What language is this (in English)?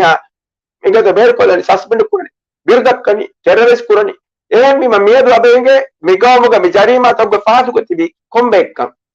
Divehi